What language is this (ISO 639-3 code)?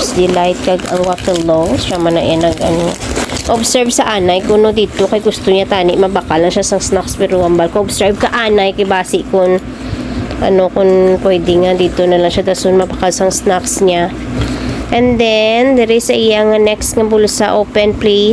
hil